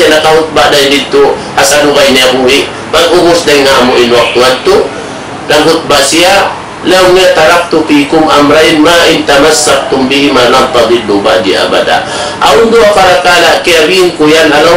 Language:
Tausug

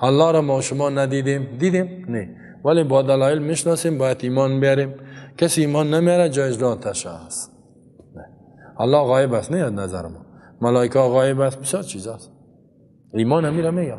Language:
Persian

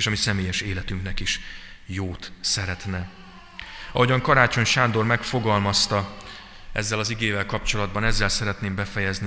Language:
Hungarian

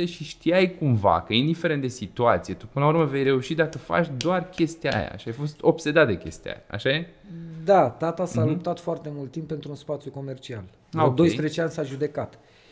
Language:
Romanian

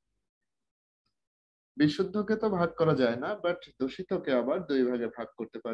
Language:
Bangla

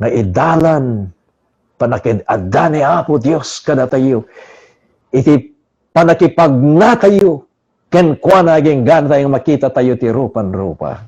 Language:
Iloko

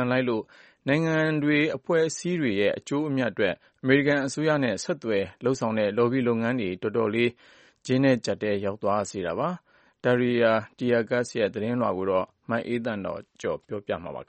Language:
Burmese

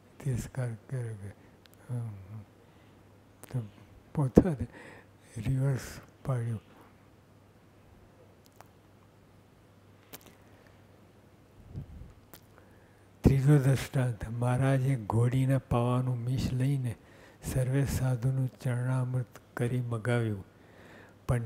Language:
Gujarati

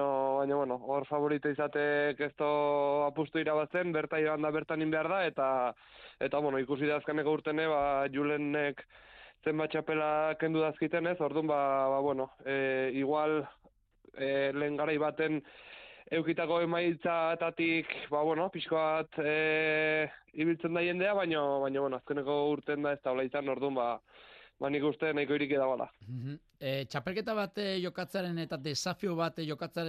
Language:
Basque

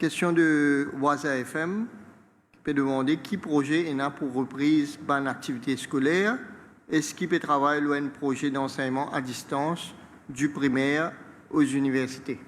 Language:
Morisyen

